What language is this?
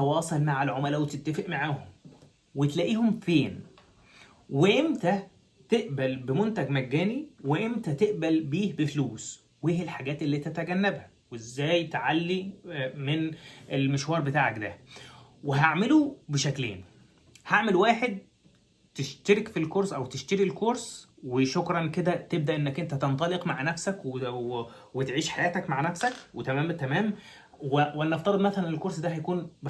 Egyptian Arabic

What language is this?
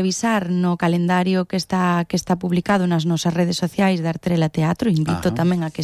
Galician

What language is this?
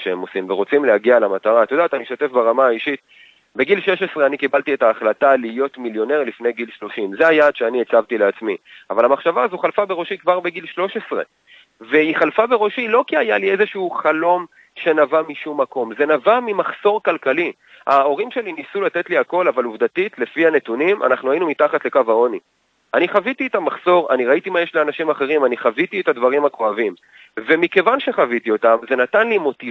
Hebrew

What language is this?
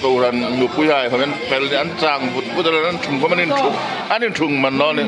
Hmar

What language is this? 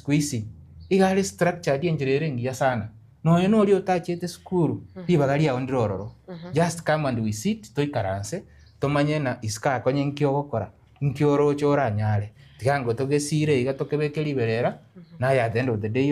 Gusii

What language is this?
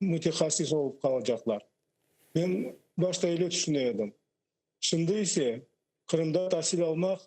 Crimean Tatar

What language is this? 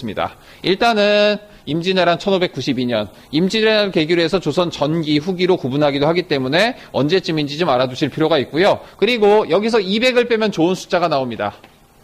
Korean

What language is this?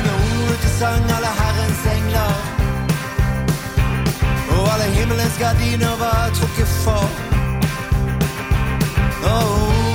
Norwegian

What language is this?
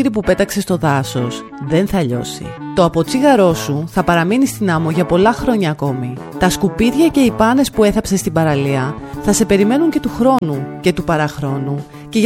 Greek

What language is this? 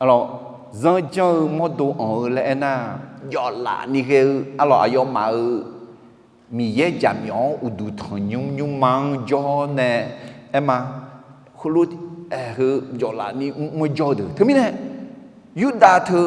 Akha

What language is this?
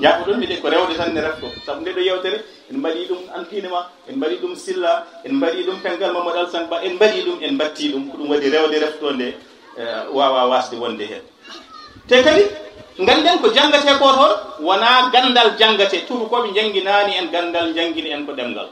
Fula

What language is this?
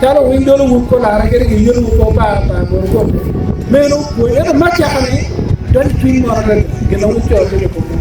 Acoli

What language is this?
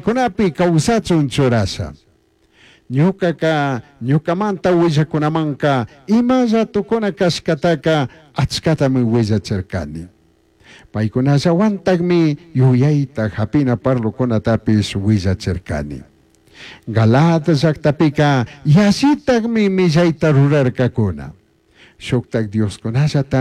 Chimborazo Highland Quichua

